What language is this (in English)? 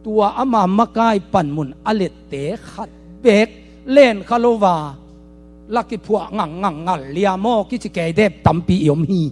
Tedim Chin